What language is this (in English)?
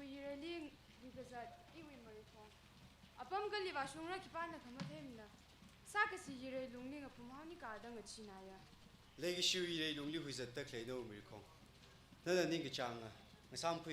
Tangkhul Naga (India)